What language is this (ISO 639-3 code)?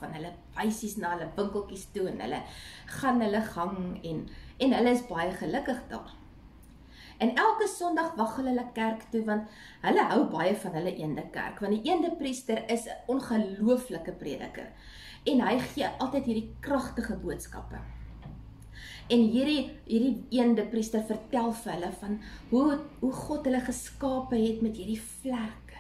afr